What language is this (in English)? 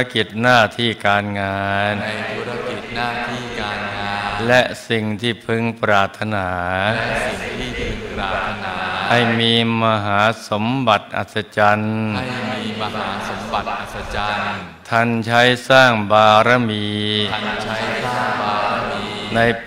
Thai